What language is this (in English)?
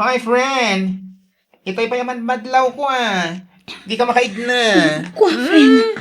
Iloko